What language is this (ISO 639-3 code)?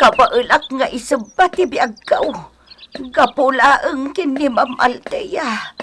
ilo